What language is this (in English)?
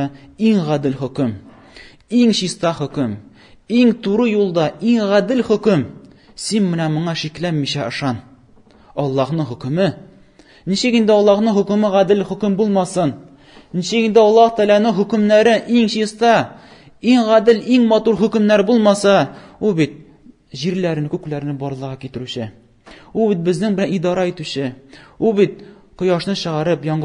Tatar